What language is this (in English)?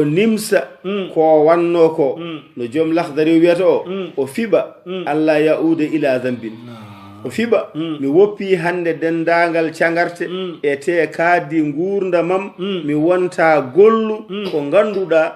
Fula